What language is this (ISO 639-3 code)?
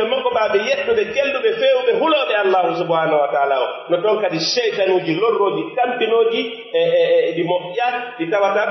fuf